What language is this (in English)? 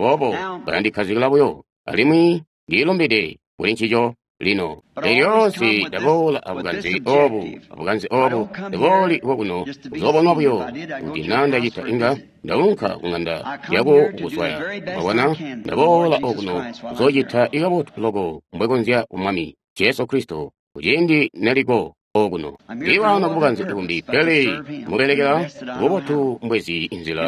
Tonga (Zambia)